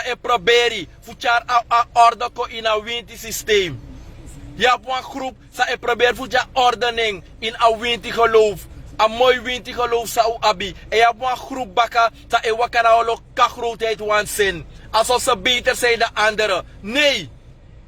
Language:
Sranan Tongo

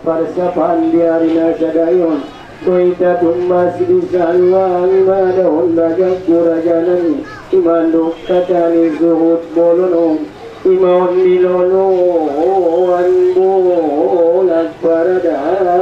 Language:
Batak Angkola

